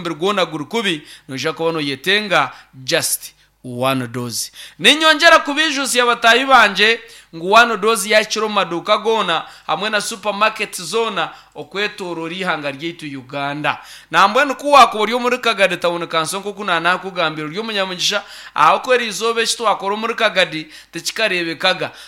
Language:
Nyankole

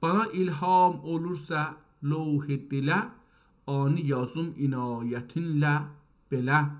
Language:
South Azerbaijani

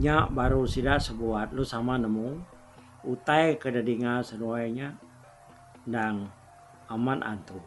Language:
Iban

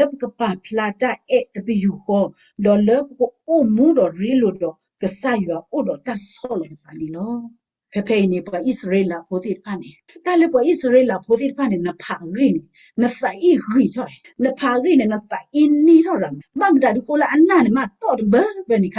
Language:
S'gaw Karen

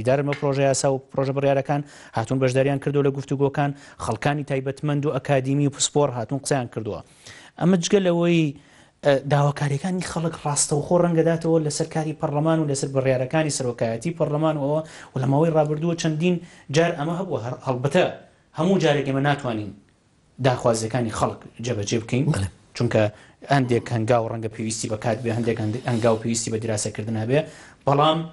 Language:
Central Kurdish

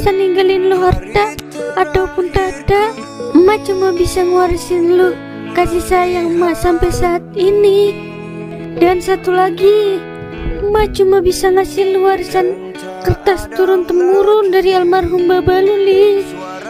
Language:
Betawi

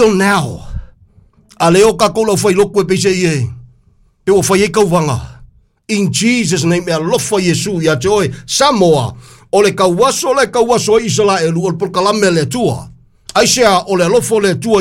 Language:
Samoan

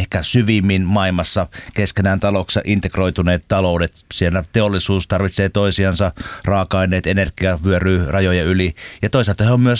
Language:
Finnish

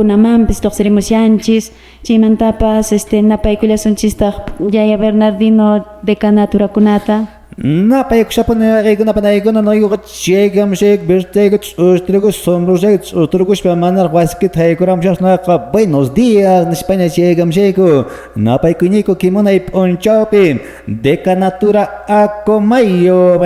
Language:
Quechua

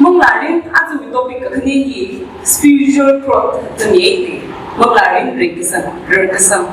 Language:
Tangkhul Naga (India)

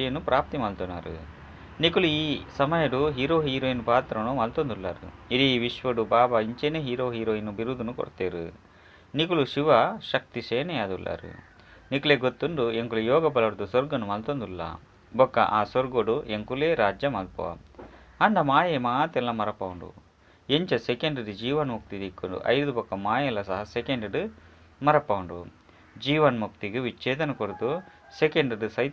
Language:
Tulu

